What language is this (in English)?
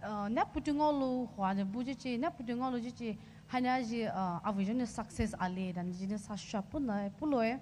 Poumei Naga